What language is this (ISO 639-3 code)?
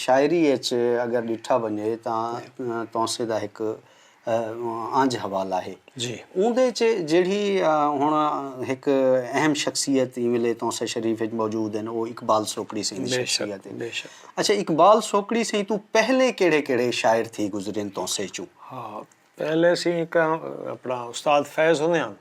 skr